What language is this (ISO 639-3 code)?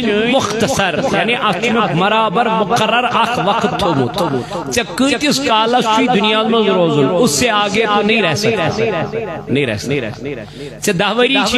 kas